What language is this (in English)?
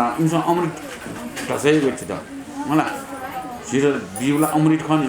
Newari